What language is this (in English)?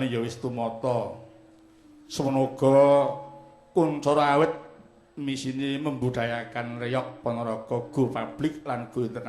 Javanese